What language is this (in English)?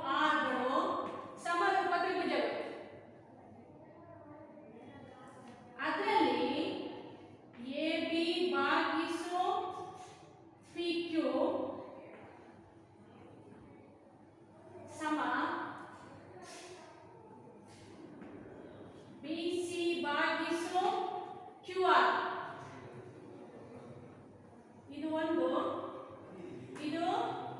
Kannada